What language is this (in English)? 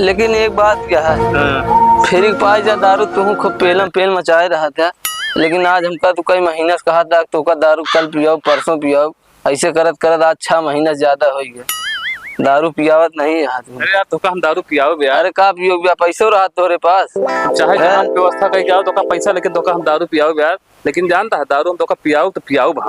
Awadhi